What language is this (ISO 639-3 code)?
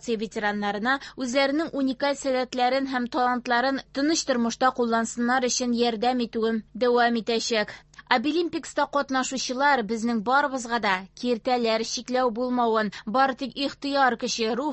tat